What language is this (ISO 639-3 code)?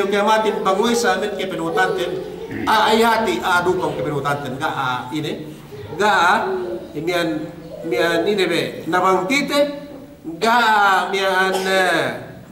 yka